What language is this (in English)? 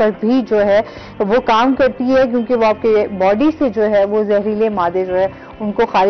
Urdu